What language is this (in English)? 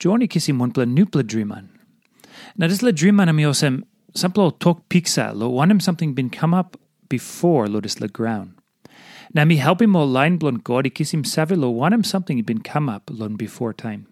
Tok Pisin